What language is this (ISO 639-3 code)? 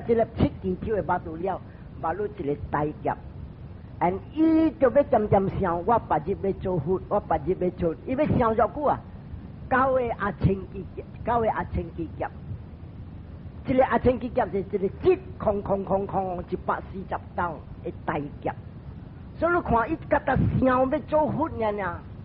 nan